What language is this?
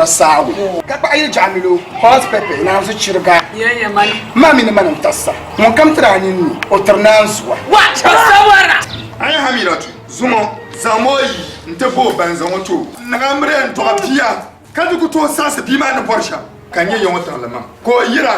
Dagbani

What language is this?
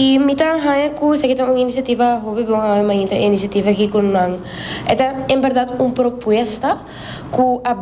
Papiamento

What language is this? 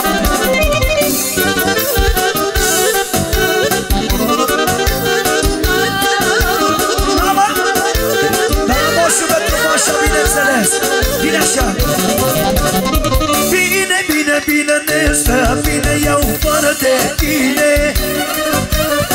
Romanian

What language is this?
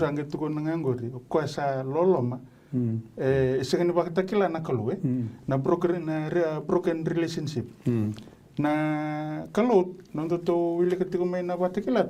Fijian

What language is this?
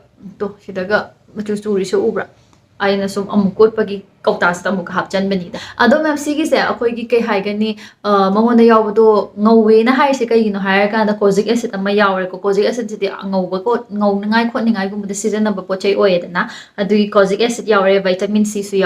Manipuri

